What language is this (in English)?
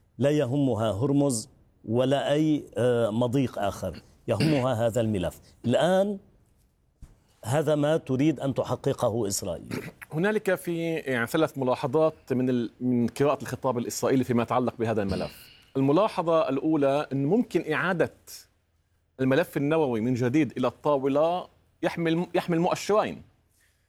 Arabic